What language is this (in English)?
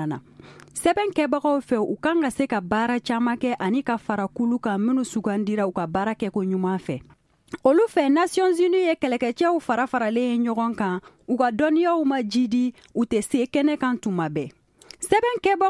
Bambara